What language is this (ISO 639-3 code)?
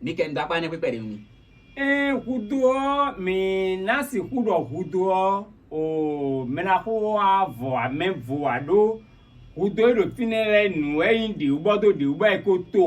fon